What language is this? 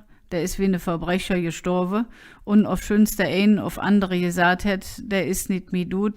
Colognian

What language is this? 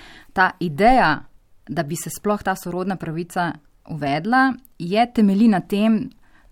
Slovenian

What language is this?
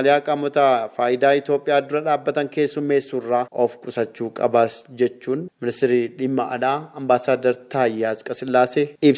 Oromo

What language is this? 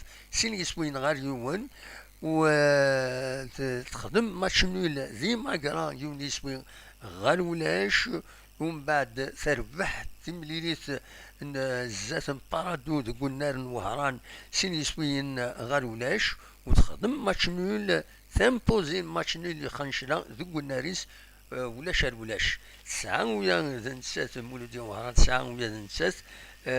Kabyle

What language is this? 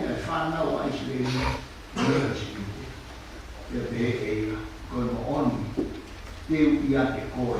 Tongan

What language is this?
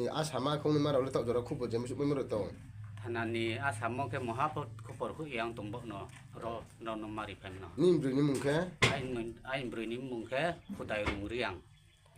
Riang (India)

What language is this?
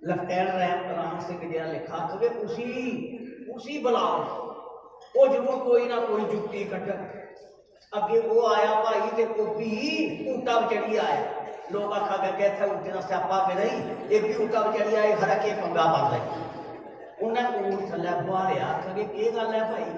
Dogri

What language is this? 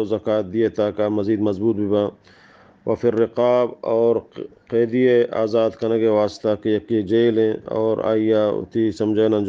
Baluchi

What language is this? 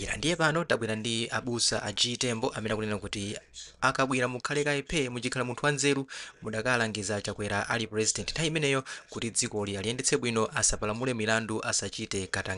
Nyanja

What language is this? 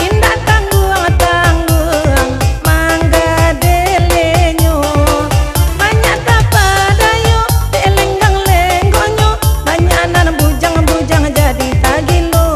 Minangkabau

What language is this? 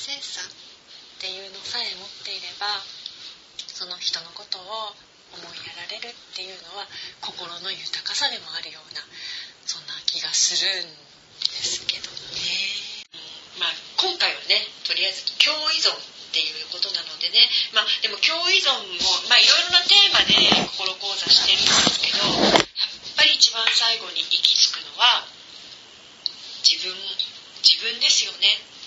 Japanese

